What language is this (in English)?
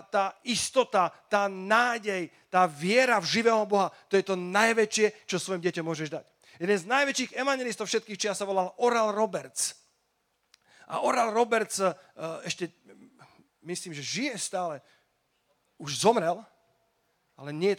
Slovak